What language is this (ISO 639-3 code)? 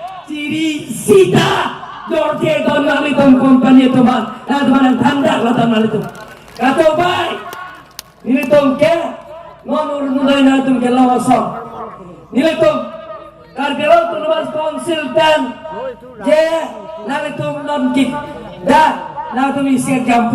mjw